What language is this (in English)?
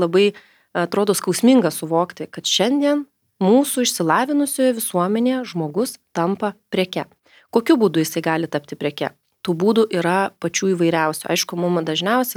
Lithuanian